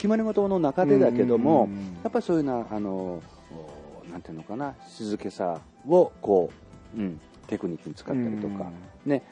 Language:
Japanese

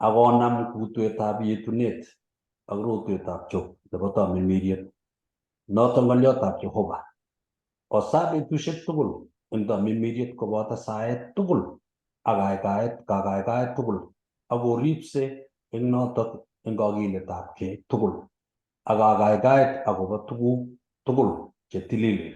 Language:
Kalenjin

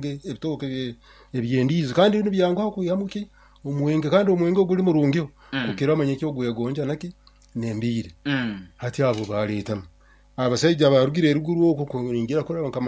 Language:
Nyoro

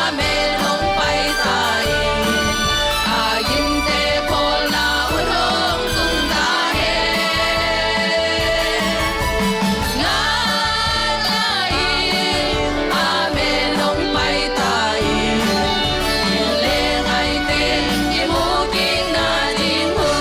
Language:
Tedim Chin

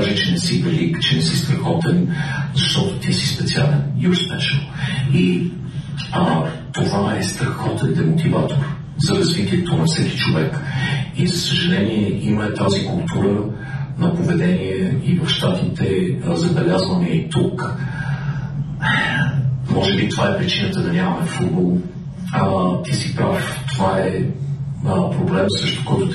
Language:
Bulgarian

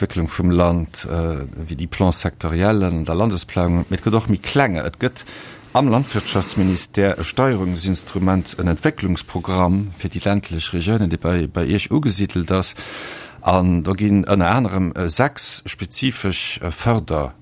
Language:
Luxembourgish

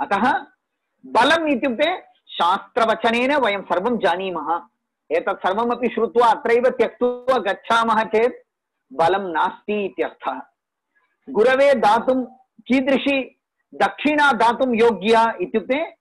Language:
Sanskrit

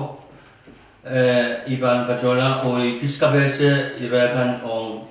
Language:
Pohnpeian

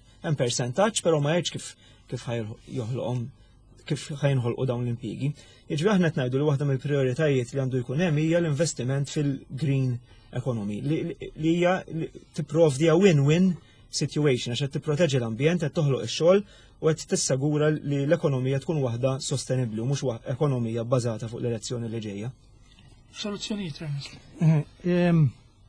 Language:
Maltese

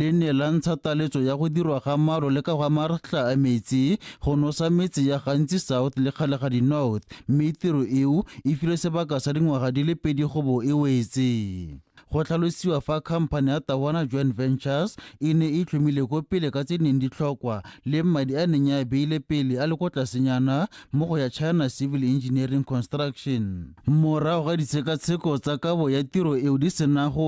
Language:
Tswana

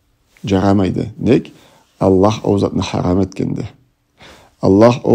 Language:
Karachay-Balkar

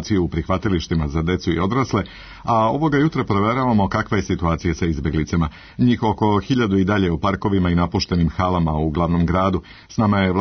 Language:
Serbian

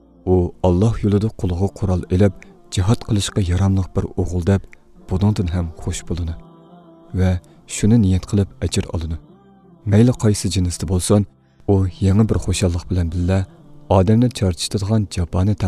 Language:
Uyghur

